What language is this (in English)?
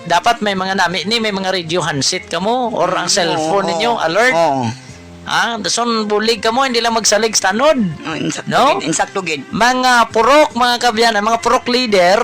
Hiligaynon